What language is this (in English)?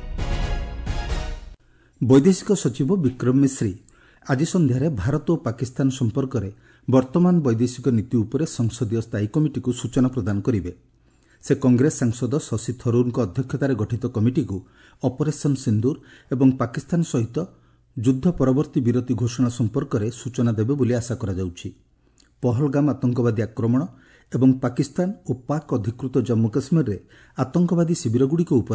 Odia